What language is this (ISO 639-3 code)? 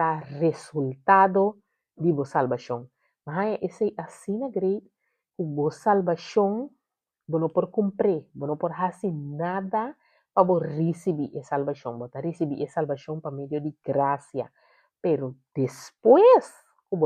pap